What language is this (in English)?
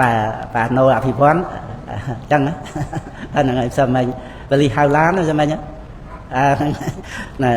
Khmer